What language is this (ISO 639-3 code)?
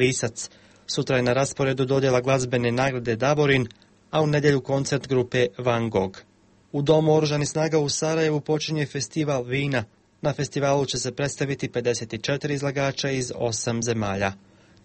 hrv